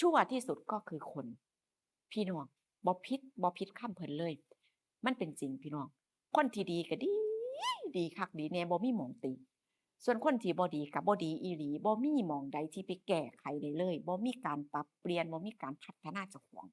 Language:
Northeastern Thai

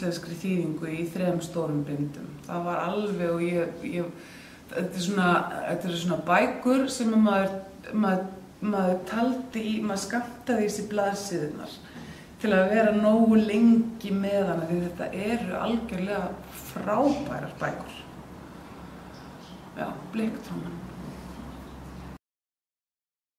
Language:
Icelandic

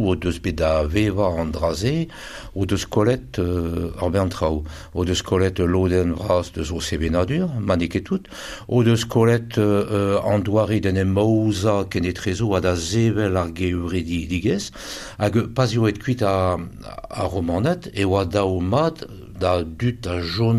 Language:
Breton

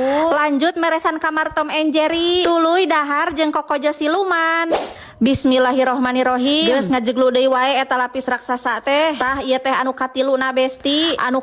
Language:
Sundanese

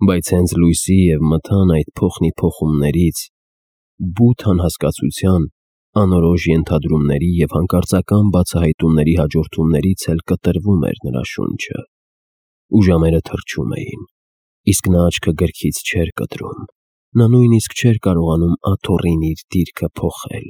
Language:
Armenian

